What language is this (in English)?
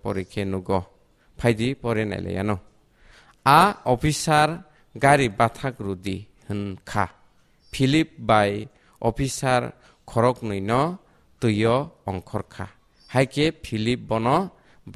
Kok Borok